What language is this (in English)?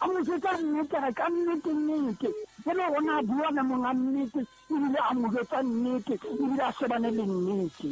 Southern Sotho